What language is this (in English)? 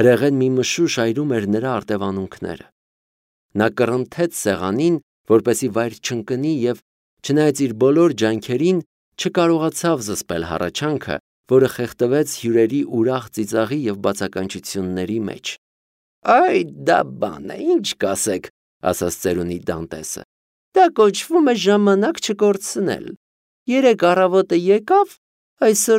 Armenian